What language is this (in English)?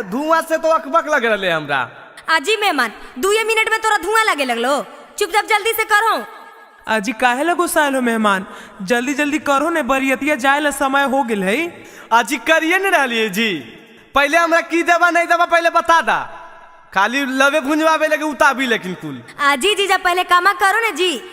Magahi